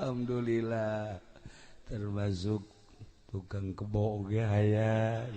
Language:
Sundanese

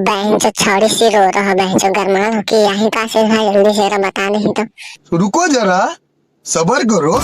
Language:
Magahi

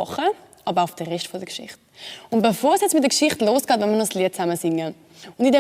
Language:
Swiss German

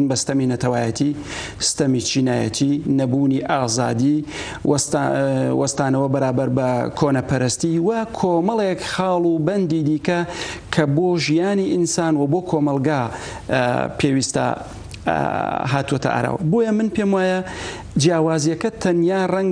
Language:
Central Kurdish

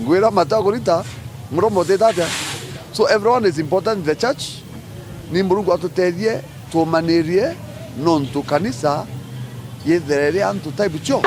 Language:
Meru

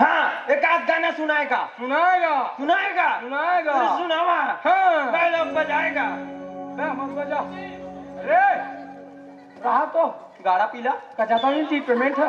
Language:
Chhattisgarhi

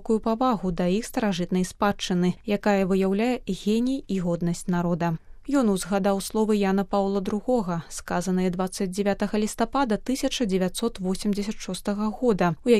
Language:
Belarusian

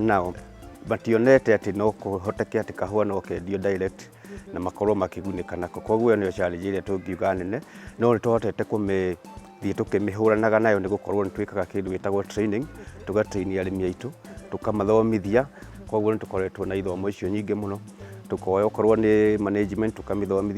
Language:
Kikuyu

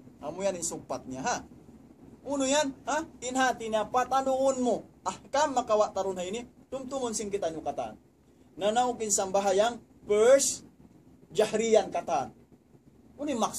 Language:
Tausug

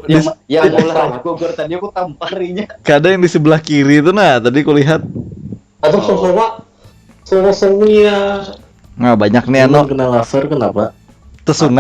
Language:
Banjar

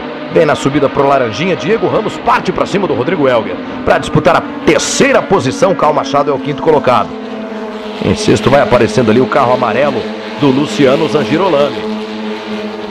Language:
Portuguese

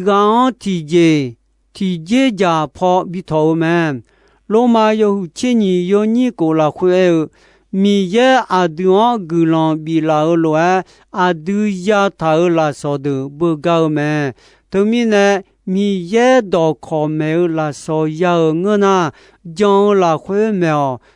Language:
Akha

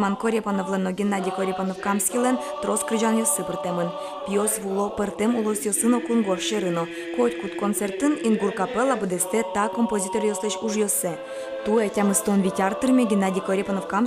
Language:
Udmurt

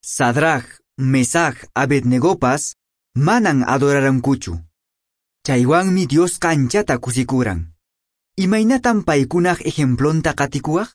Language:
Quechua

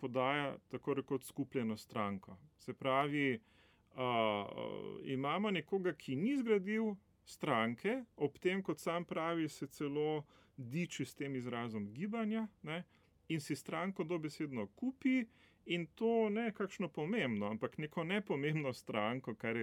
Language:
Slovenian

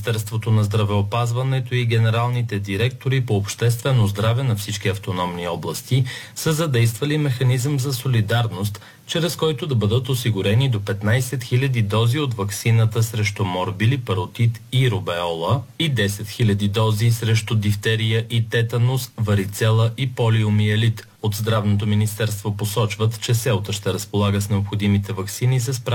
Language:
Bulgarian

